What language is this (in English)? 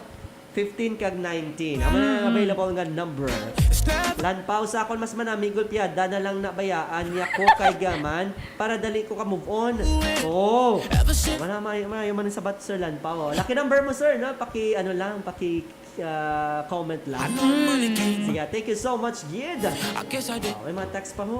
Hiligaynon